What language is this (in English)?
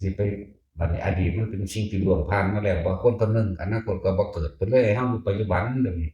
Northeastern Thai